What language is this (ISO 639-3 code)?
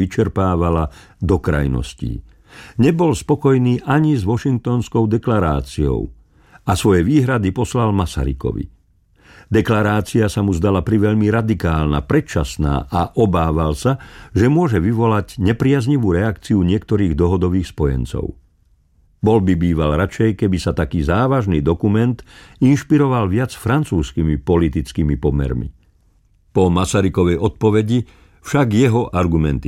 slk